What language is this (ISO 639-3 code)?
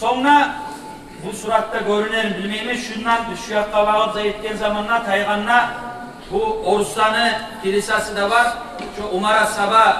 kum